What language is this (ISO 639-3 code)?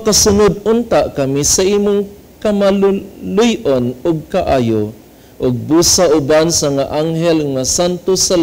ceb